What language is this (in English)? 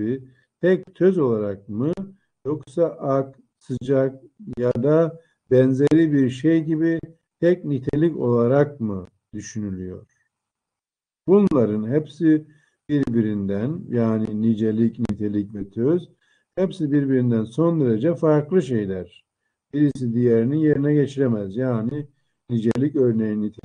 Turkish